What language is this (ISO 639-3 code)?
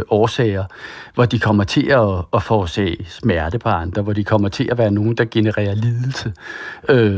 dan